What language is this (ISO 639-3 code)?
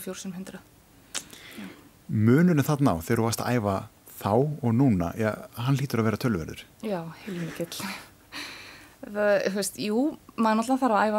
isl